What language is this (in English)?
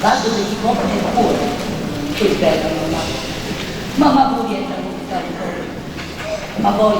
Neapolitan